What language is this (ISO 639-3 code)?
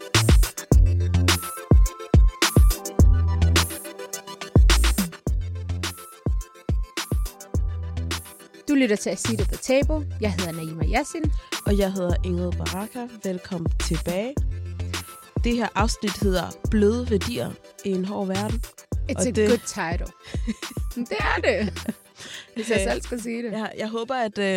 dan